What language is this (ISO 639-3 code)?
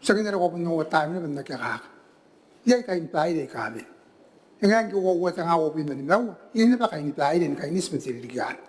gil